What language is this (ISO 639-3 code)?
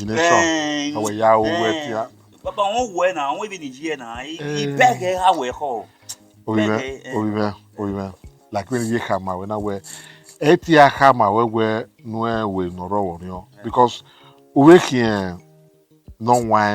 bin